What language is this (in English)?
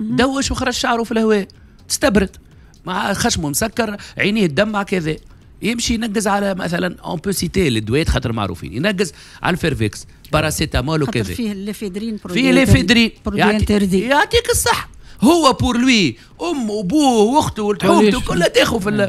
Tunisian Arabic